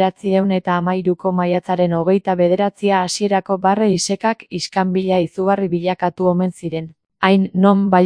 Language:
Basque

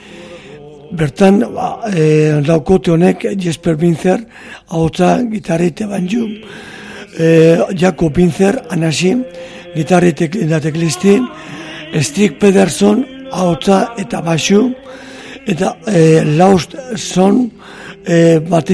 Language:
Basque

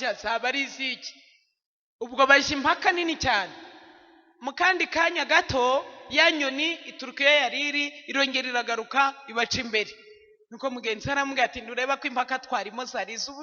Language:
Kinyarwanda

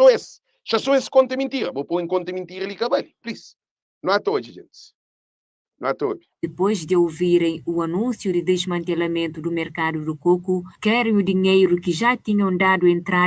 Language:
Kabuverdianu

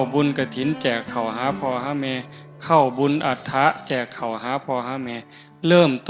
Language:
Northeastern Thai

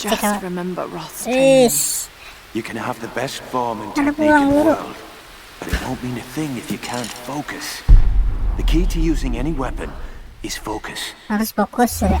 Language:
Banjar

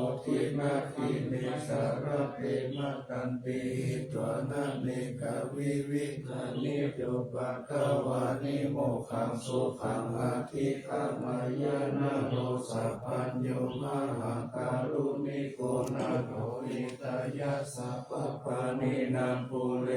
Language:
Pali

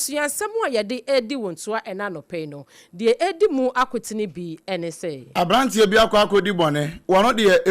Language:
Akan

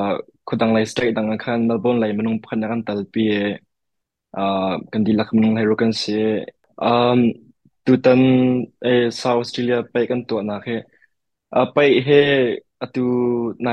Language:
Hakha Chin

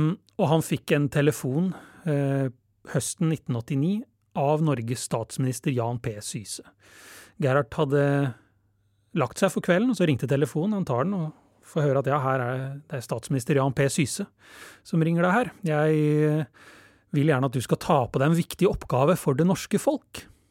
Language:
Norwegian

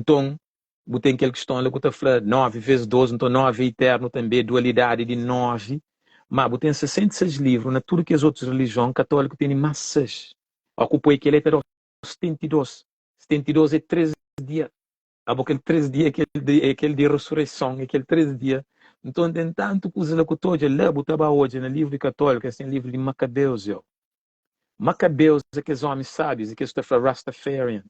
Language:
Kabuverdianu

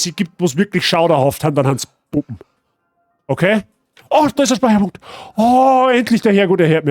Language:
Bavarian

